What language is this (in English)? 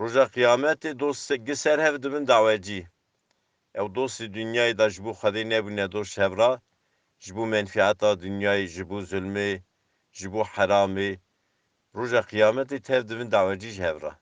Kurdish